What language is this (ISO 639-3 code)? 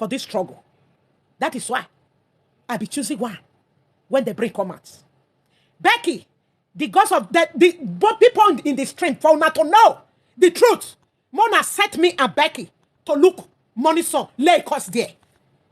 pcm